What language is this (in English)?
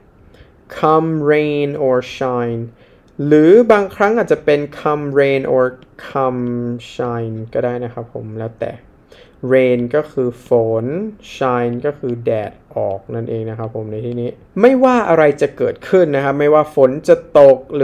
Thai